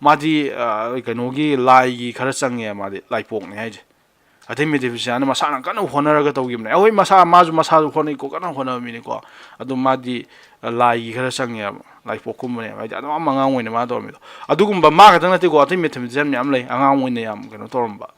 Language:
Manipuri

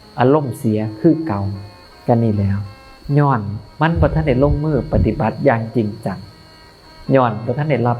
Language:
Northeastern Thai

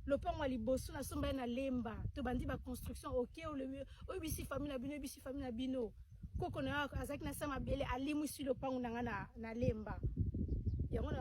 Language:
Lingala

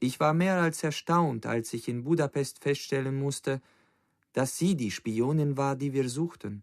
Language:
Bavarian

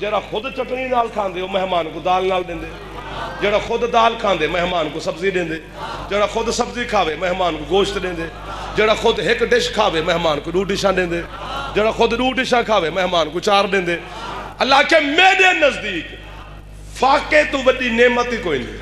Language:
Saraiki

